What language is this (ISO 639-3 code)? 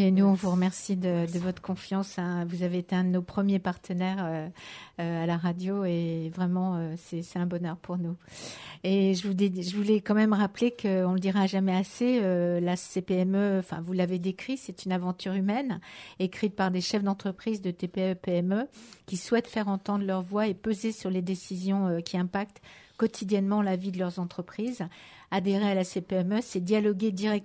fra